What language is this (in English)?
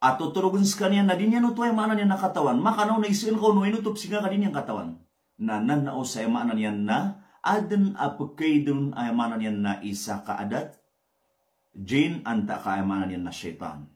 Maranao